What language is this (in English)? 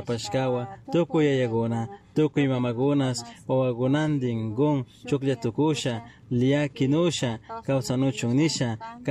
Chimborazo Highland Quichua